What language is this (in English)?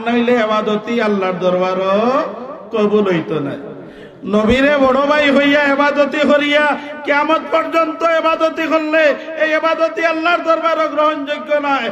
Sylheti